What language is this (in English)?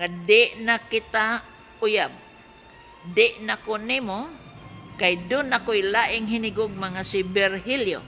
Cebuano